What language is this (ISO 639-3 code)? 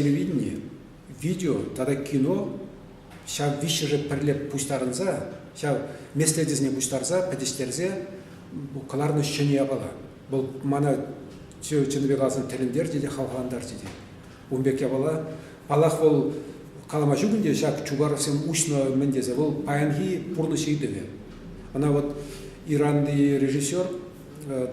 chv